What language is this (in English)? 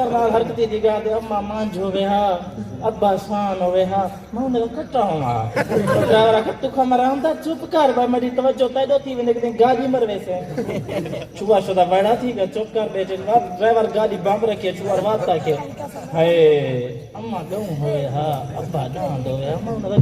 Saraiki